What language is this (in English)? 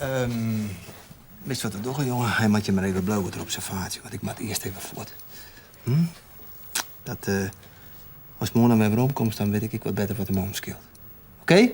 Western Frisian